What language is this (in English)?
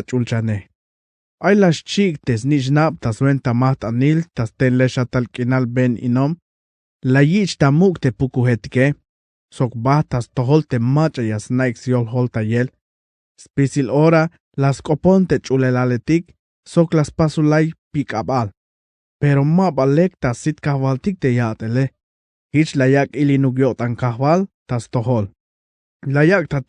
Tzeltal